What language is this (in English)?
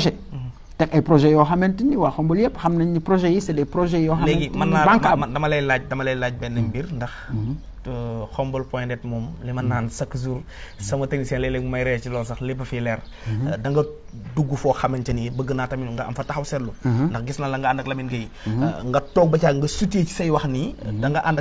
Wolof